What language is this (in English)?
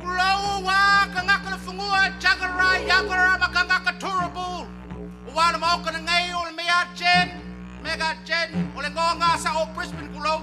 Samoan